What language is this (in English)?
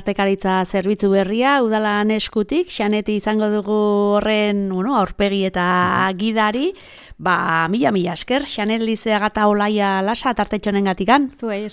Basque